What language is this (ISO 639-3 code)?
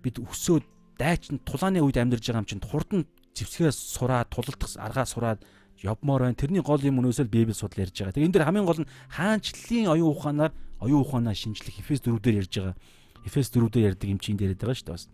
mon